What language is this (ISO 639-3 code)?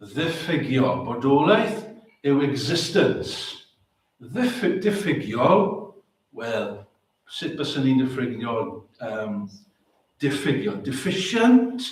cym